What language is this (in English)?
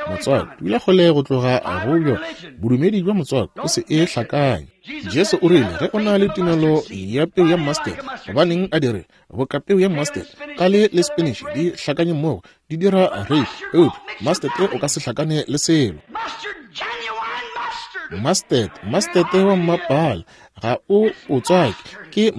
Northern Sotho